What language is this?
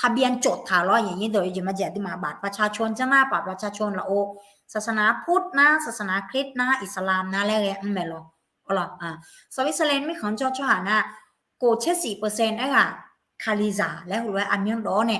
Akha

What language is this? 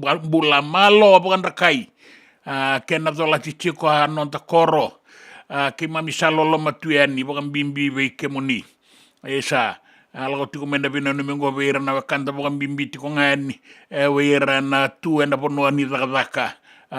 Fijian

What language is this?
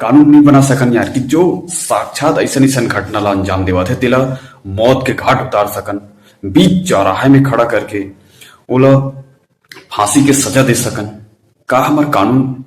Chhattisgarhi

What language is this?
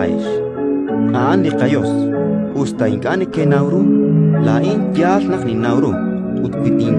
Kekchí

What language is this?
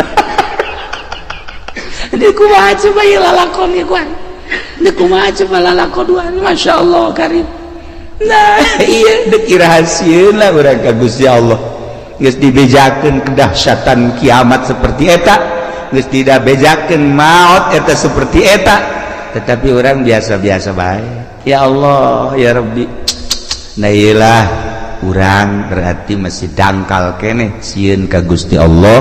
Sundanese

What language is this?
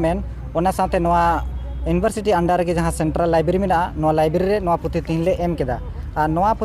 Santali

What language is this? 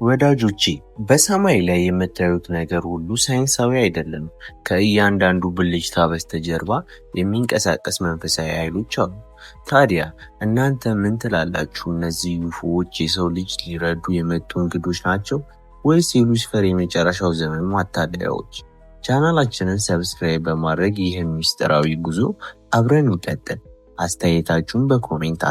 Amharic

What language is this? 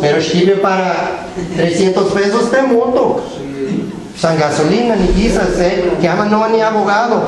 Guerrero Nahuatl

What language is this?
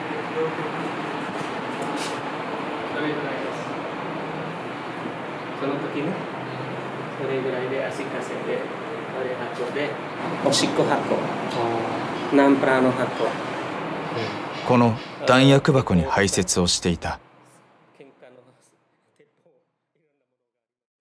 Japanese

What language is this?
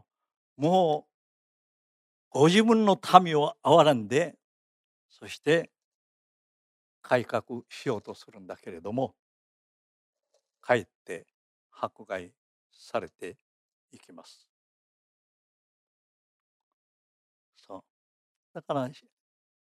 Japanese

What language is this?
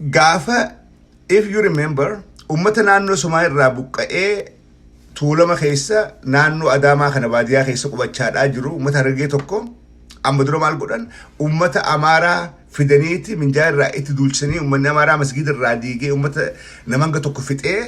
Oromo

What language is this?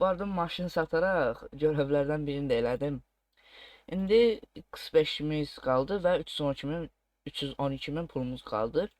Azerbaijani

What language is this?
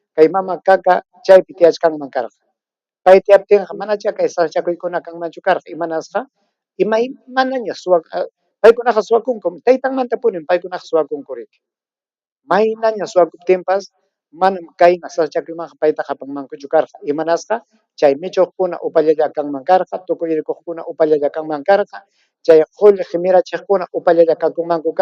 Ayacucho Quechua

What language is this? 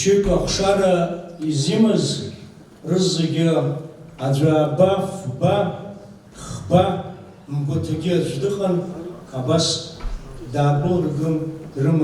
Abkhazian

